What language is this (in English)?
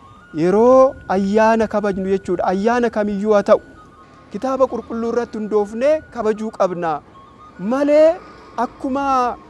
Oromo